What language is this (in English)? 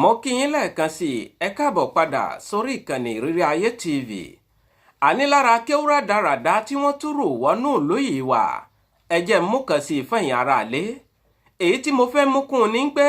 Yoruba